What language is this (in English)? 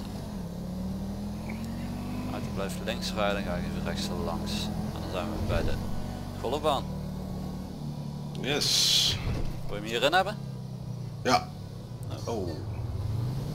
Dutch